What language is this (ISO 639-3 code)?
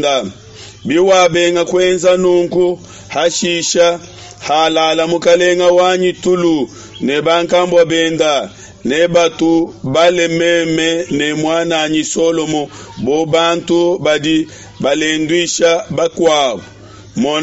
lua